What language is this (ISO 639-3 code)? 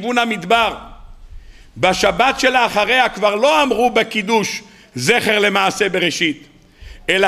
heb